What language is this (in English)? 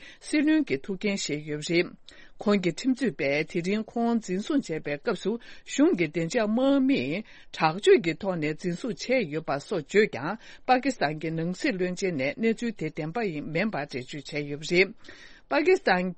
Tibetan